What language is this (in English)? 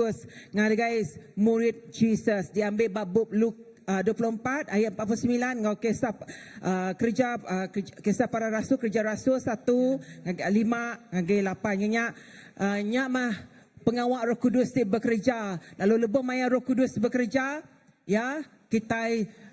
Iban